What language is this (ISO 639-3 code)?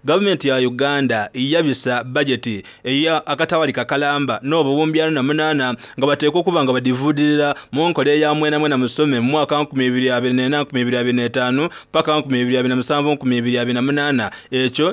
xog